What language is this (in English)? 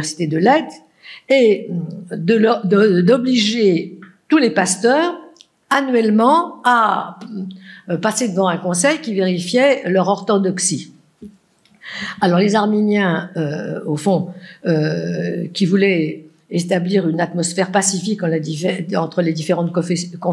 French